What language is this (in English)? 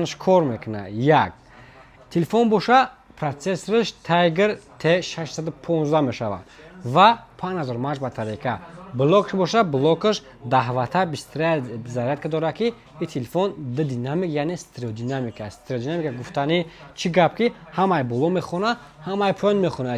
Tajik